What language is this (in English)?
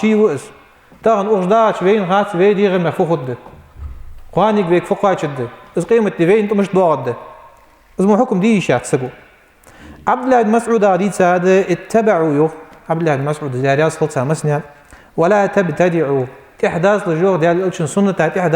Ingush